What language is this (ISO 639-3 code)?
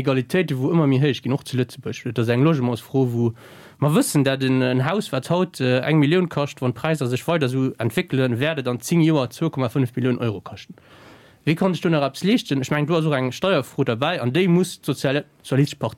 ltz